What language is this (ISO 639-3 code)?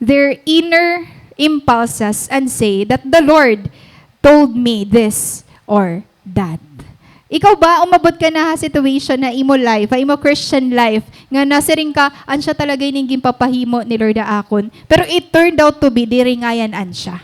war